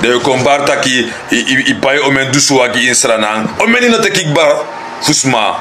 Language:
Sranan Tongo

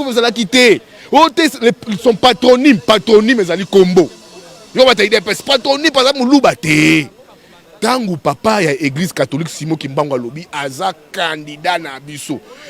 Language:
Lingala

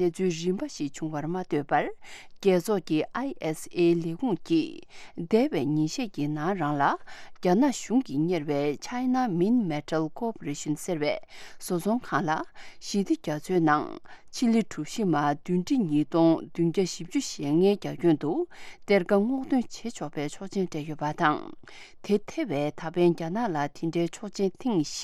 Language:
Tibetan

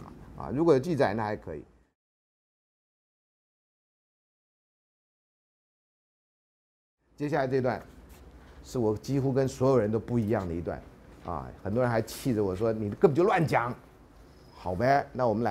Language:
Chinese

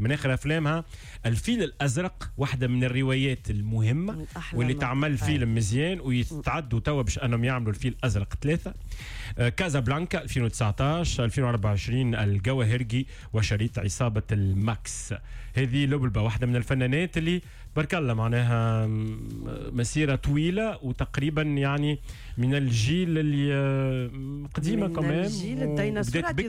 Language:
Tunisian Arabic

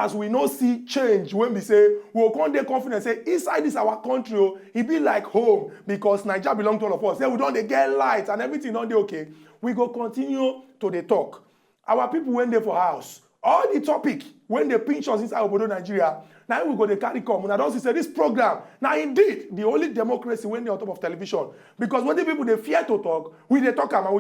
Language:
Nigerian Pidgin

